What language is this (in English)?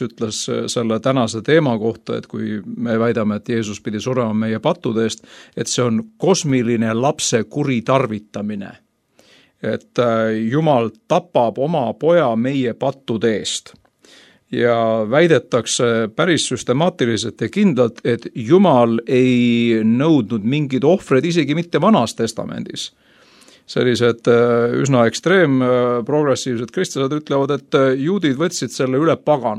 Estonian